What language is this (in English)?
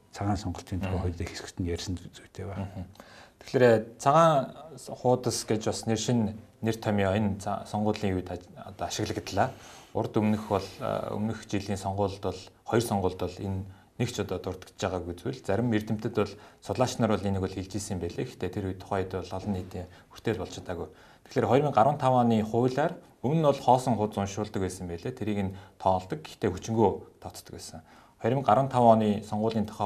Mongolian